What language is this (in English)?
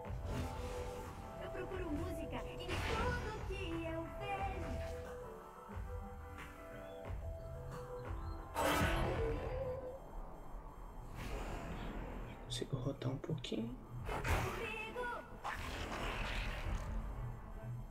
Portuguese